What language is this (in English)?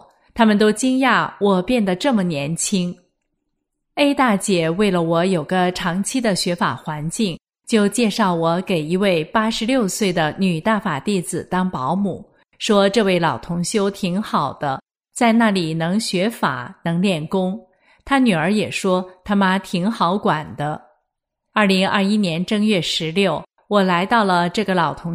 Chinese